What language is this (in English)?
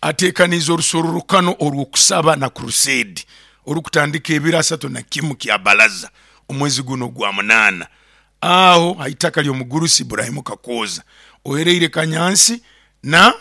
Nyoro